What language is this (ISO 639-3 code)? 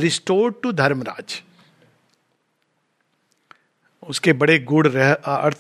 hin